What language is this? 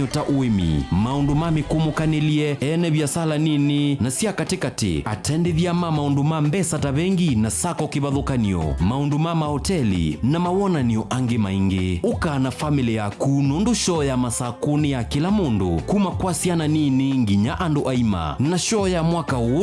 Kamba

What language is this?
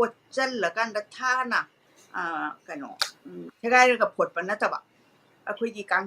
Manipuri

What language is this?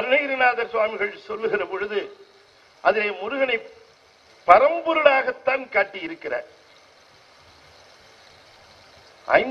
Tamil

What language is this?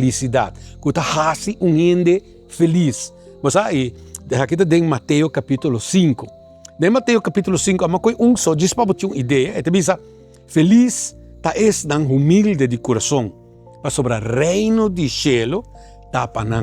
Papiamento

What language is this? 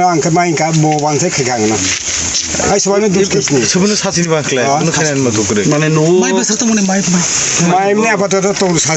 Kok Borok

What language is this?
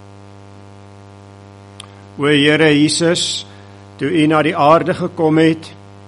Afrikaans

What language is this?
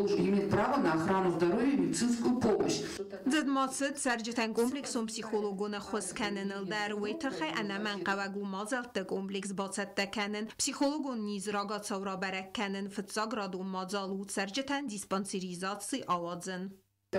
Ossetic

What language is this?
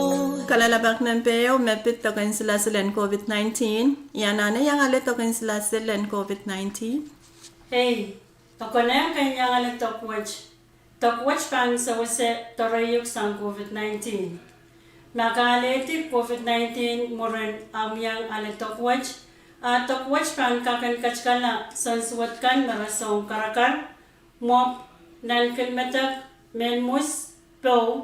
Pohnpeian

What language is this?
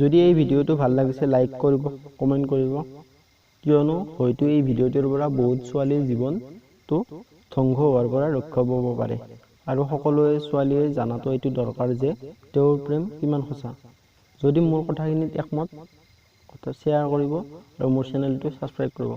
Assamese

